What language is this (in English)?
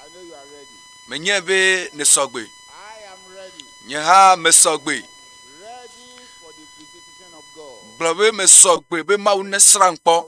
Ewe